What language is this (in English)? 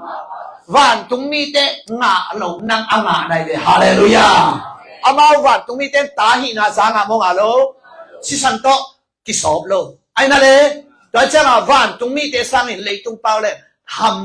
Tedim Chin